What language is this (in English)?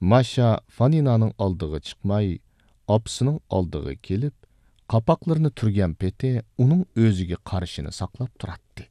Uyghur